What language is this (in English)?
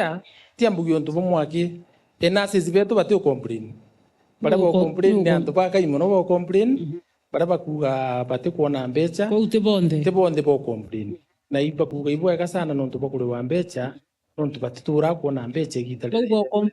Meru